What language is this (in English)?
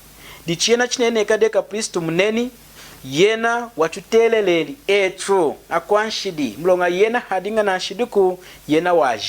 Lunda